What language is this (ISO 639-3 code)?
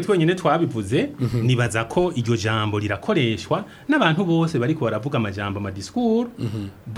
run